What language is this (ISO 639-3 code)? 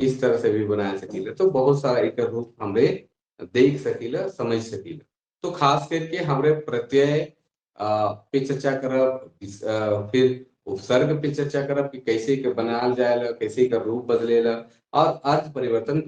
sck